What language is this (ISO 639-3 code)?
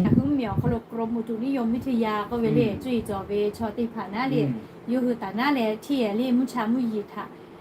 lhu